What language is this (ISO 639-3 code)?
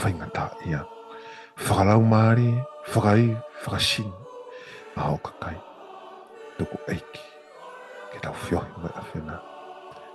ton